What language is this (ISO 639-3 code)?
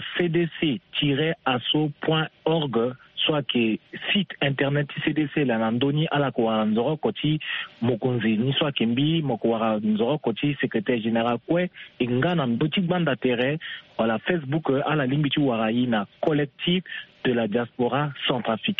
sag